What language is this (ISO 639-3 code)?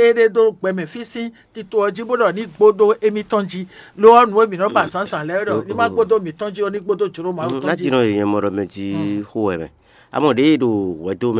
fon